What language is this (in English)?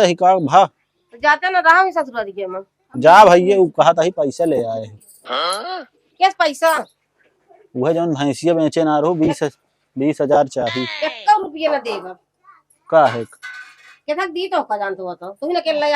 Awadhi